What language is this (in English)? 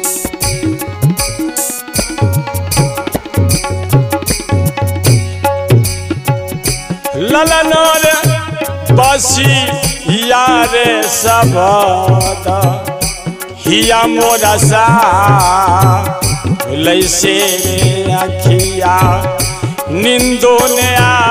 Bhojpuri